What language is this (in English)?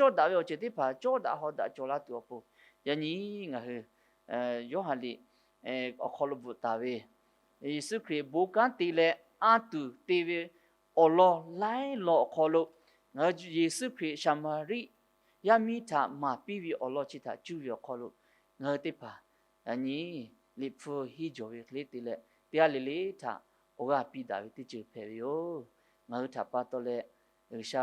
Lahu